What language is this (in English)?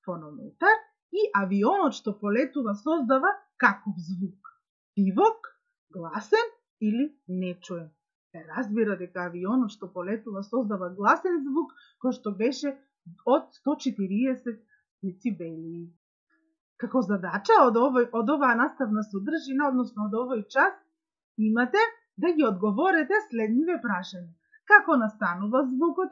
Macedonian